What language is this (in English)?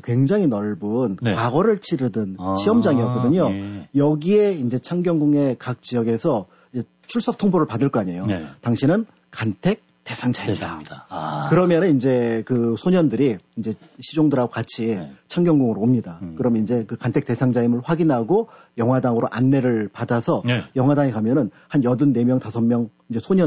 Korean